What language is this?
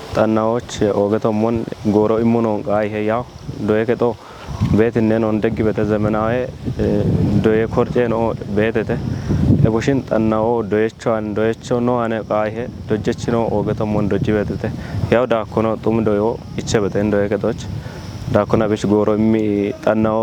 Kafa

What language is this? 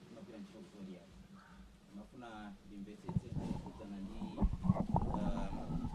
Nyanja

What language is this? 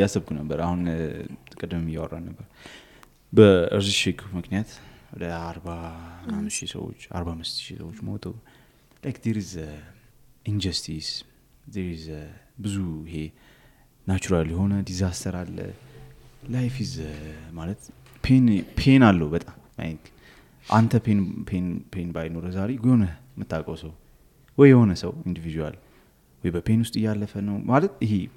Amharic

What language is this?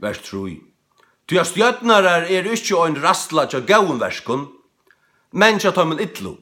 Faroese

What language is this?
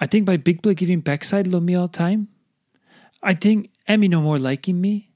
Tok Pisin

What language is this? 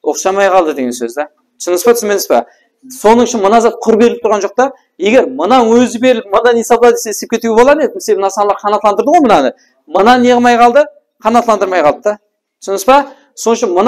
Kara-Kalpak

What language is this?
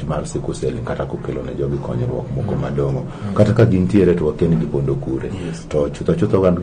Luo (Kenya and Tanzania)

